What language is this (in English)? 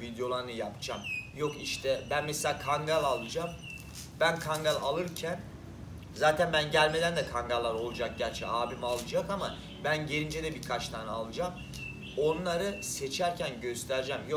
Turkish